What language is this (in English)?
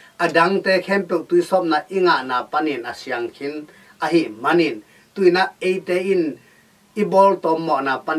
Tedim Chin